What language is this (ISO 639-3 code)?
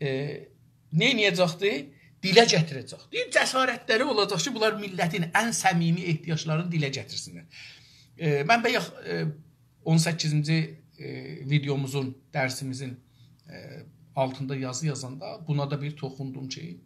azb